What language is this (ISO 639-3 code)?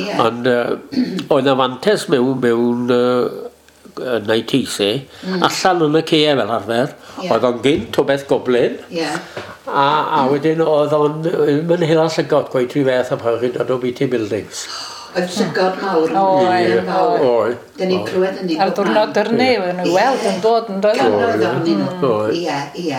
cym